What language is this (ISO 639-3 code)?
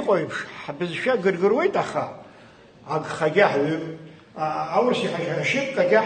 abk